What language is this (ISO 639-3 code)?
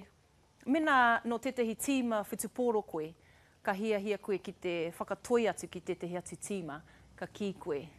mri